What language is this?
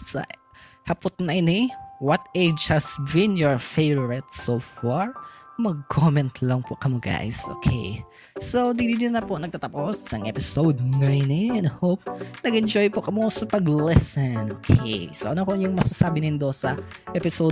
Bikol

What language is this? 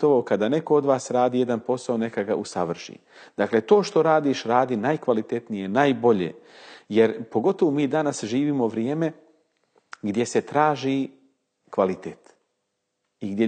Bosnian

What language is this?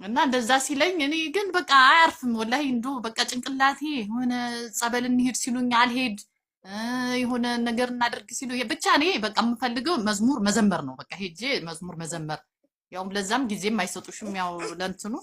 Amharic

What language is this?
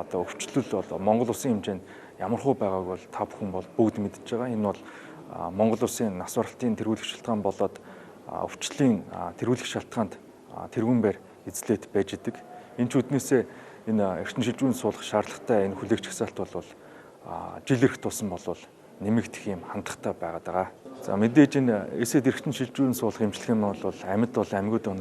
Mongolian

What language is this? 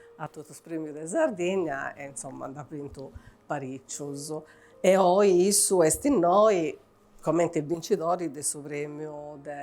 Sardinian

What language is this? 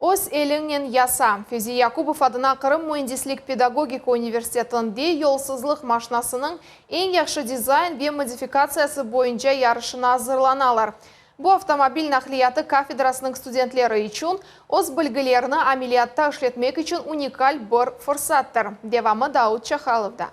Crimean Tatar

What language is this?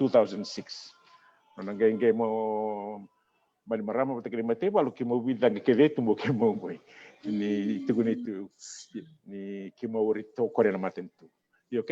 Fijian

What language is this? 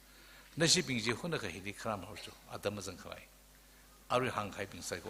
Tangkhul Naga (India)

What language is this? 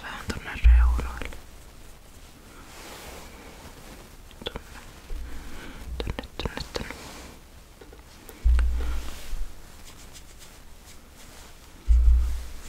Finnish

